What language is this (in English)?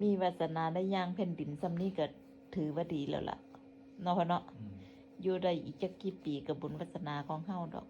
Northeastern Thai